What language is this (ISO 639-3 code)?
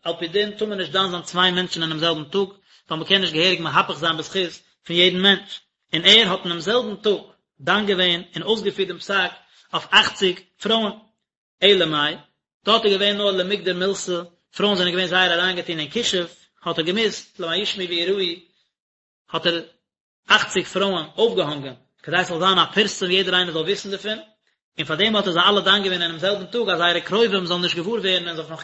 yid